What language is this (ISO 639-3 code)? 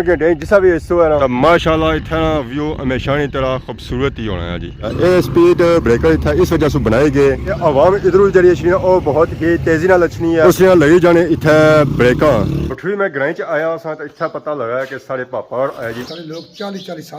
phr